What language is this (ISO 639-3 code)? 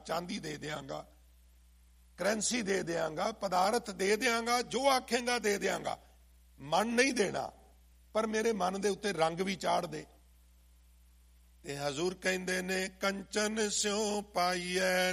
pan